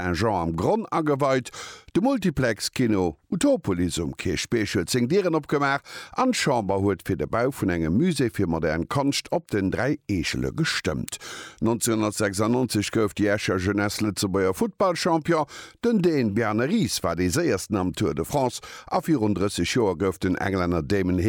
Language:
Luxembourgish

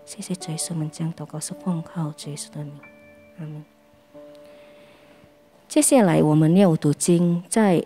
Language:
Chinese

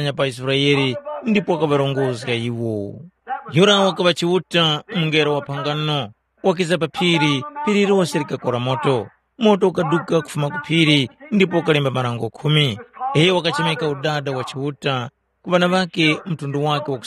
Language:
Tumbuka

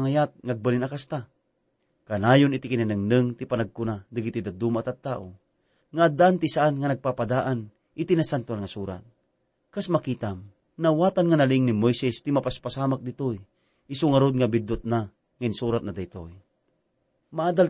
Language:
Iloko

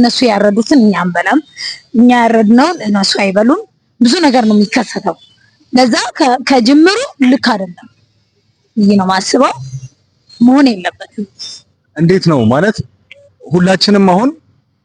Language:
Amharic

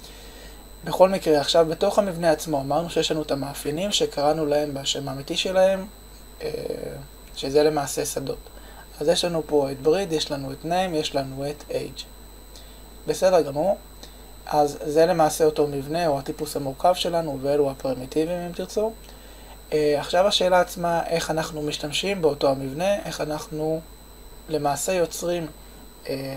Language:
Hebrew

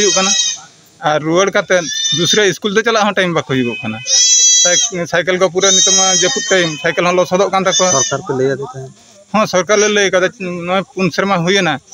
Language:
Santali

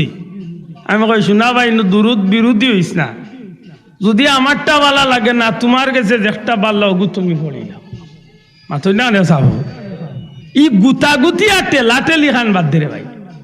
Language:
Sylheti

